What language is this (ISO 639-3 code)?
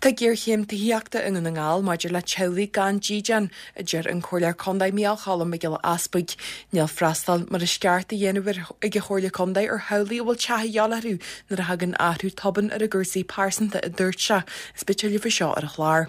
gle